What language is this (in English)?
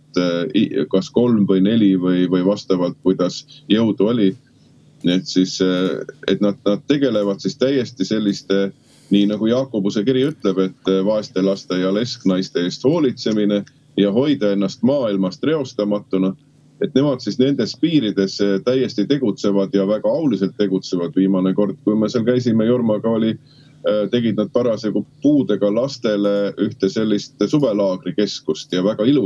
Estonian